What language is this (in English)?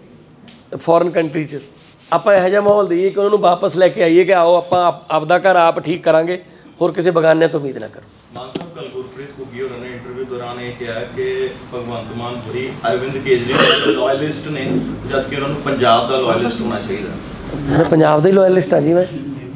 Punjabi